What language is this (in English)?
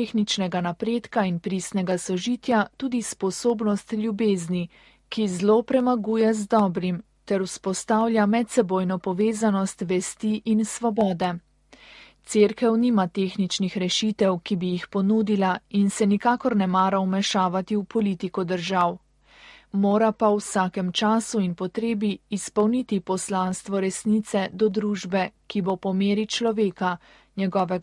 Slovenian